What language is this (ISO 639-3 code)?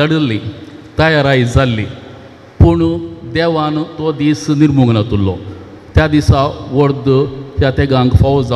kok